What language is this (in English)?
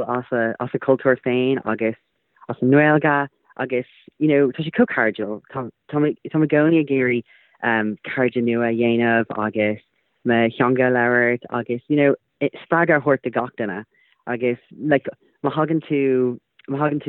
Irish